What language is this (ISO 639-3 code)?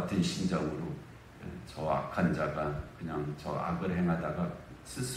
kor